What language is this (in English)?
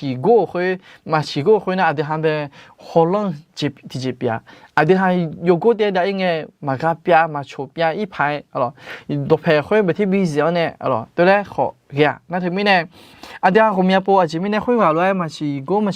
Akha